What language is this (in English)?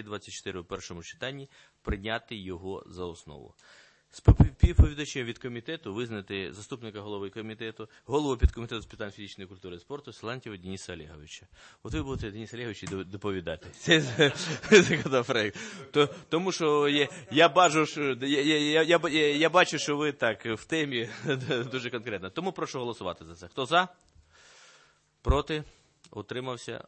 Ukrainian